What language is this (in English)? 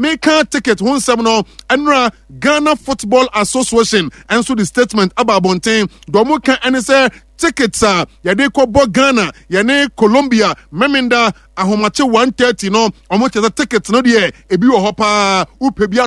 Akan